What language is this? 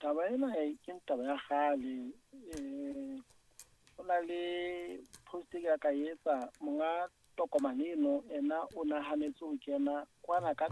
Southern Sotho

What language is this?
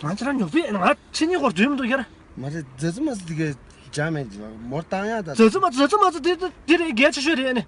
Tibetan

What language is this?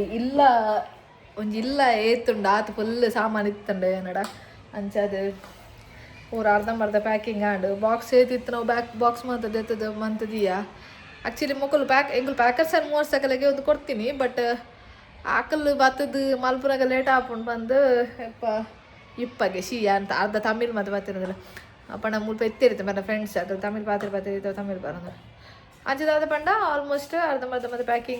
Tulu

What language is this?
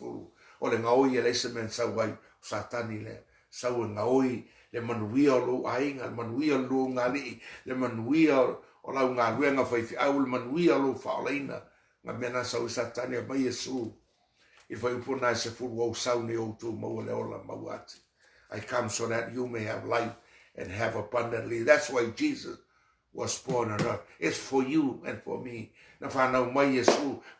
Samoan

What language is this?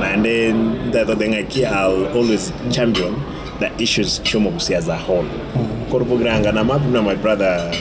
Gusii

